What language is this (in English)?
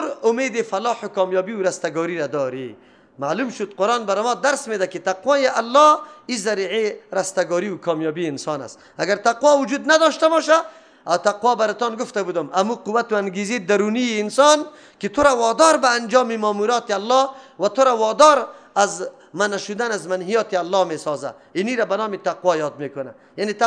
Persian